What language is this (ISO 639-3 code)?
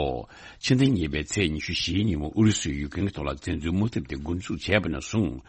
bod